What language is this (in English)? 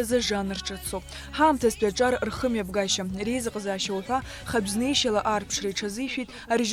Abkhazian